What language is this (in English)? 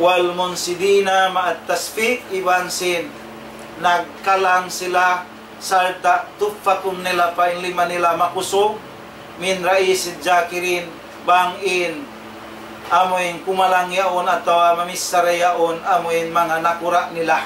Tausug